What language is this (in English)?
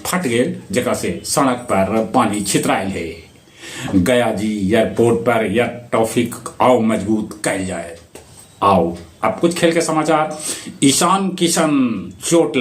Magahi